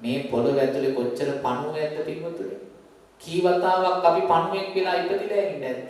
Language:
Sinhala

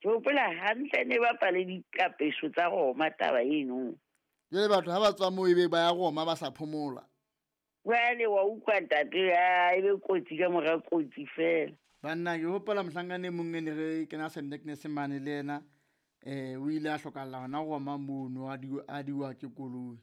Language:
Southern Sotho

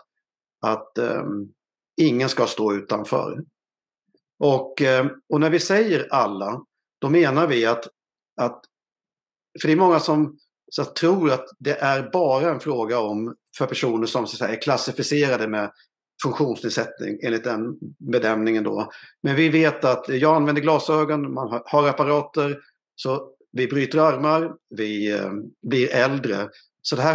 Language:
Swedish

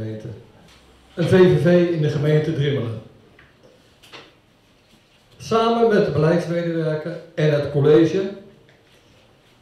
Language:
Dutch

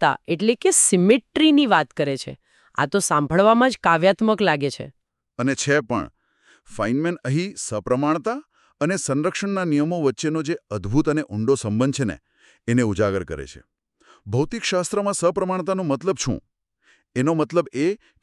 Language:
Gujarati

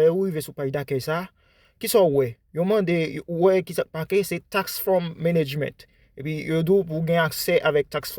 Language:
Haitian Creole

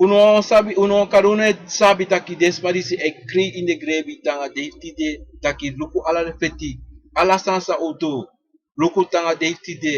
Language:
Sranan Tongo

